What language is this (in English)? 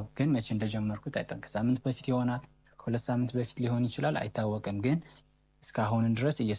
Amharic